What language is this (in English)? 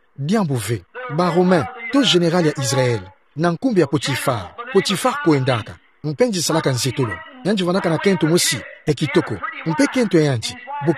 Kituba (Democratic Republic of Congo)